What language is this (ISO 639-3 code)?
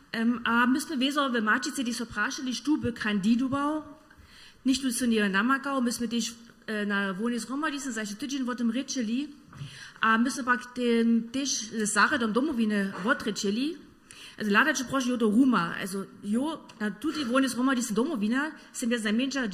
hsb